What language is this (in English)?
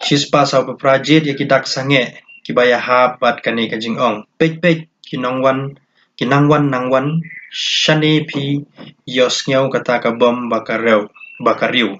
Khasi